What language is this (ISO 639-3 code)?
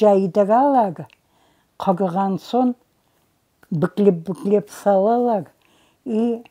crh